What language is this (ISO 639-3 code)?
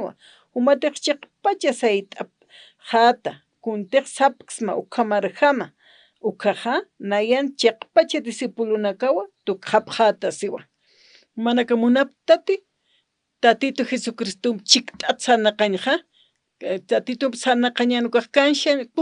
aym